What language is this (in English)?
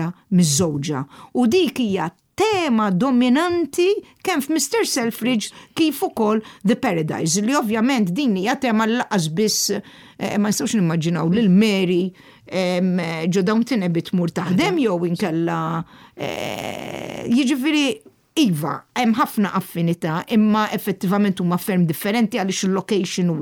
Maltese